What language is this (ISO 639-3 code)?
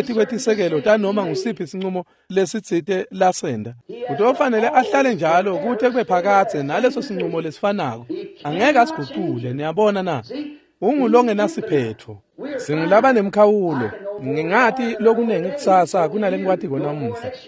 ssw